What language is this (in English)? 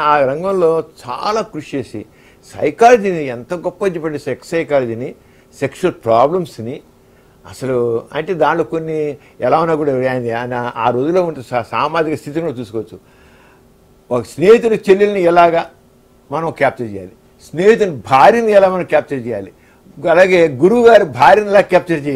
Telugu